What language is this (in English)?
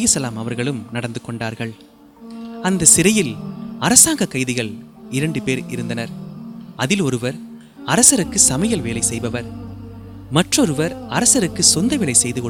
Tamil